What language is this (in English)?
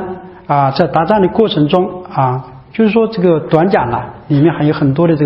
Chinese